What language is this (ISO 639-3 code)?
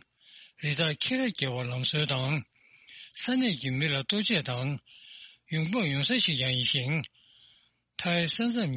bod